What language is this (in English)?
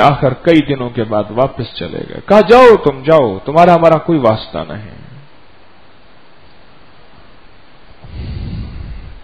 Urdu